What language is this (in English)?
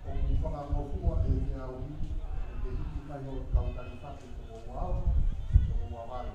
Tongan